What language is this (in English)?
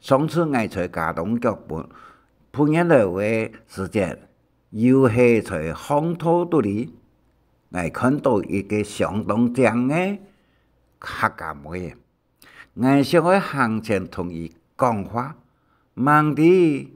Hakka Chinese